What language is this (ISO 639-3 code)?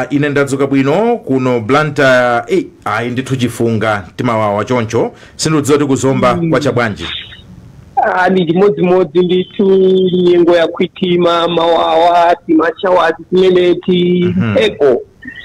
nya